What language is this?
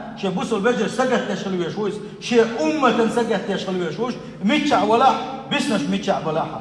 Chechen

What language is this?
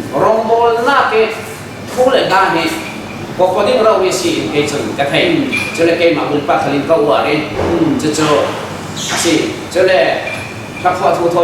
Falam Chin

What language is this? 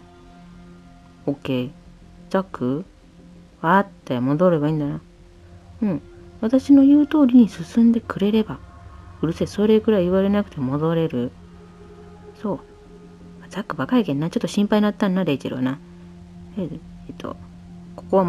Japanese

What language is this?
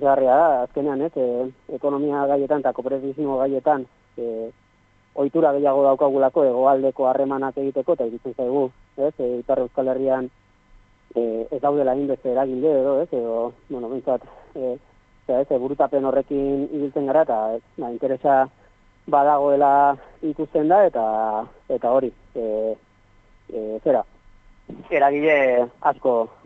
Basque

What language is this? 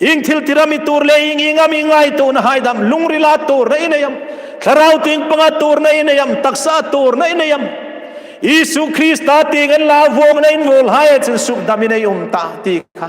Hmar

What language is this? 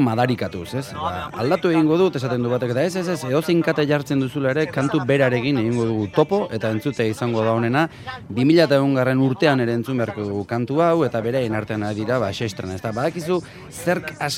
Basque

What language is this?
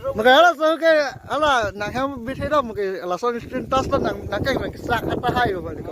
Karbi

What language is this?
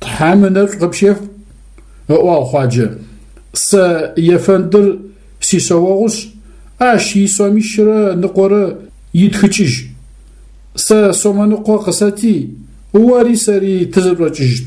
Adyghe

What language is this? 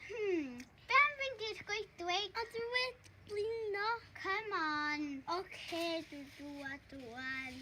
Welsh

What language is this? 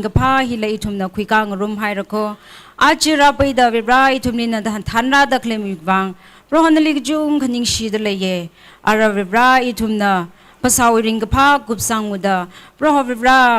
Tangkhul Naga (India)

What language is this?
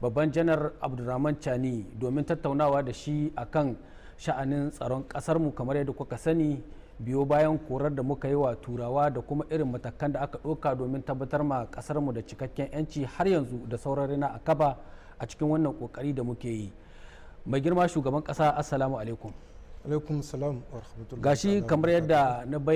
Hausa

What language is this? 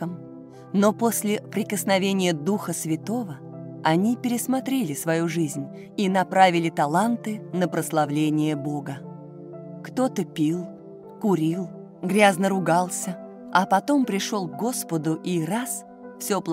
Russian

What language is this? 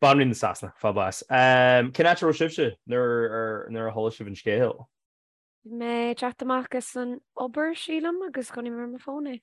Irish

